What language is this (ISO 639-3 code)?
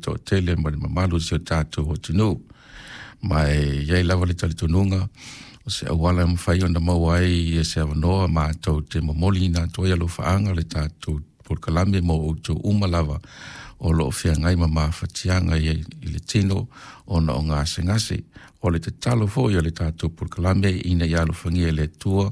smo